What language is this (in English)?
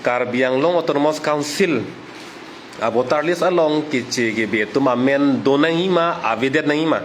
Karbi